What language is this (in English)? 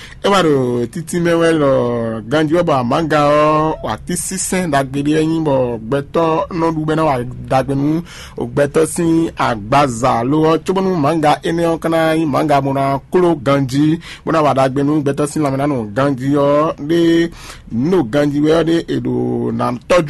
Fon